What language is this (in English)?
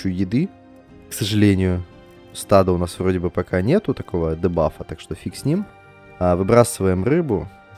Russian